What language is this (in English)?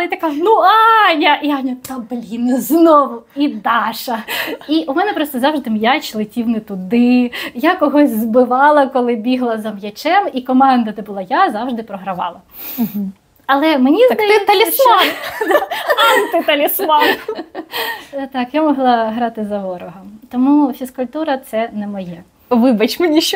Ukrainian